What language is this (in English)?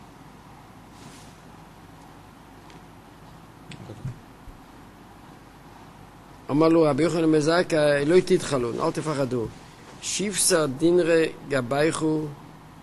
Hebrew